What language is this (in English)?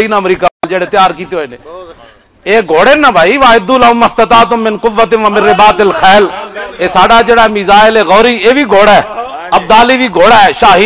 Western Panjabi